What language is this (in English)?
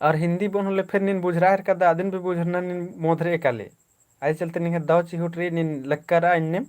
Kurukh